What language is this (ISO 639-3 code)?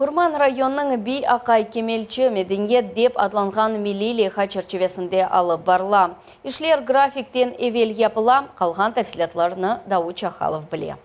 crh